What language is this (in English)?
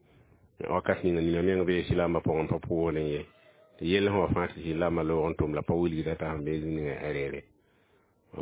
Mossi